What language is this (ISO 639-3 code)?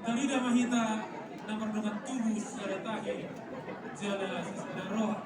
bbc